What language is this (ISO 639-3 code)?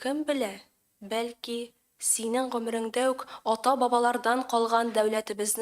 tat